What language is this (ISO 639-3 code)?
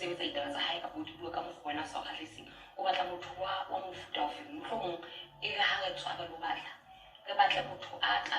sot